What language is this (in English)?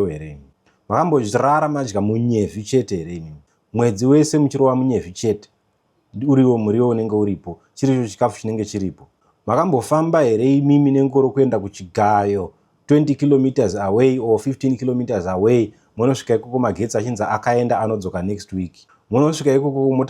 Shona